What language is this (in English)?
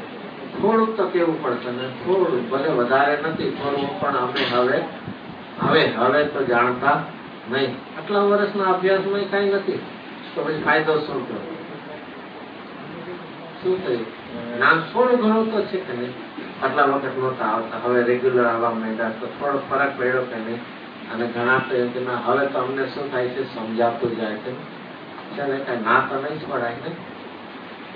Gujarati